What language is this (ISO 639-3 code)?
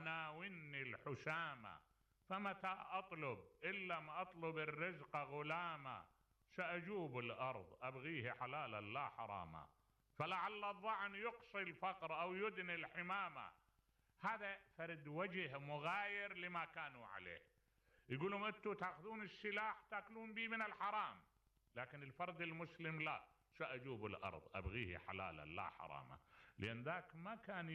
acm